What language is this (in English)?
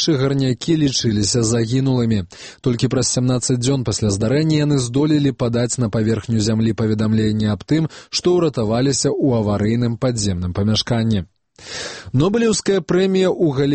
Belarusian